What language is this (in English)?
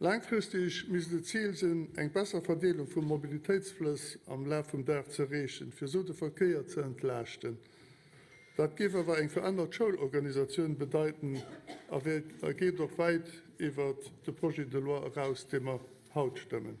Luxembourgish